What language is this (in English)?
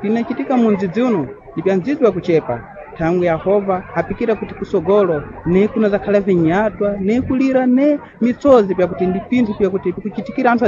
Sena